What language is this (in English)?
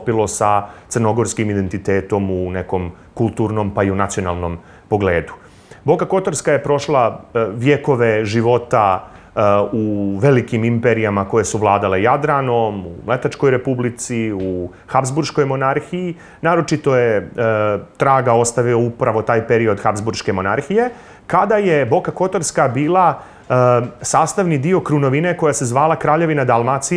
Serbian